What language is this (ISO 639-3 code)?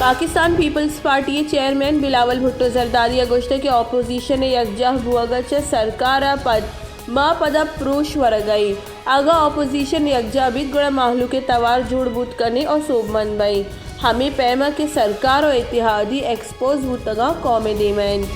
bal